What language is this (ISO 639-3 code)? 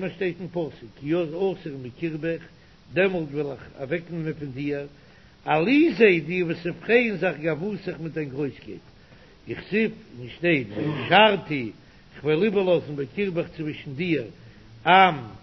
yid